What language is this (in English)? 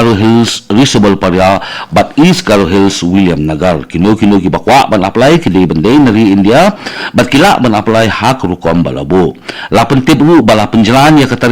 Khasi